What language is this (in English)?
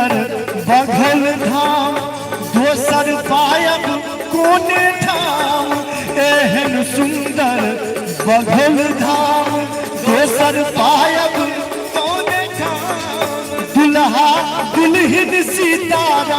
Maithili